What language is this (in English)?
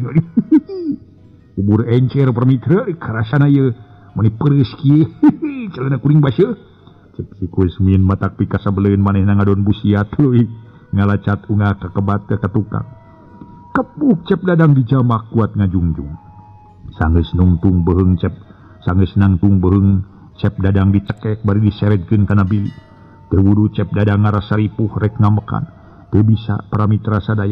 Sundanese